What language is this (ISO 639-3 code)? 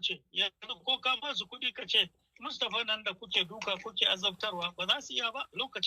hau